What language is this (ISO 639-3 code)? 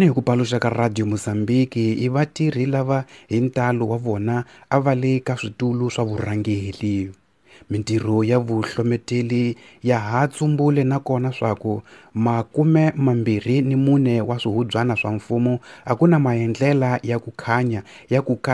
tso